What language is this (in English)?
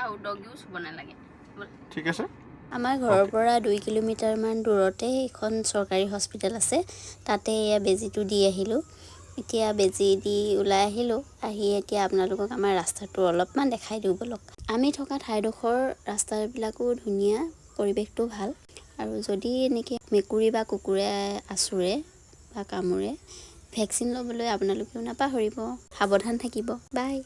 Assamese